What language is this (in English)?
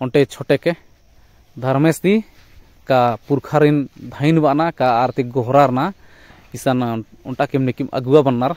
Kurukh